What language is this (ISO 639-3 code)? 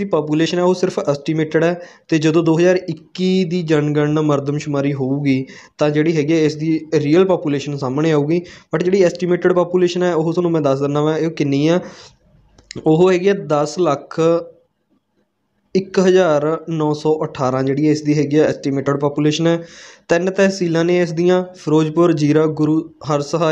pan